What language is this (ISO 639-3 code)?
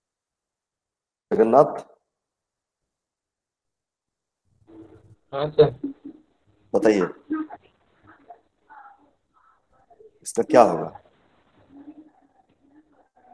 hin